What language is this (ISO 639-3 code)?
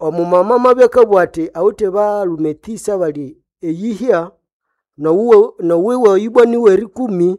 nnb